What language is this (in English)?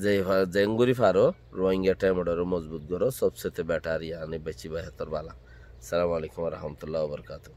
Rohingya